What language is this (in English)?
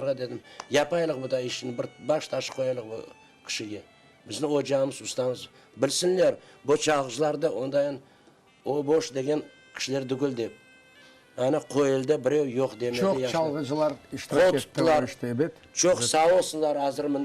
Crimean Tatar